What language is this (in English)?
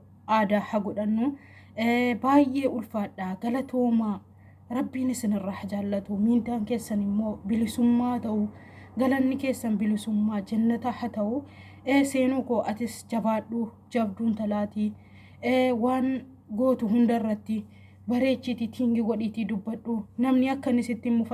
Oromo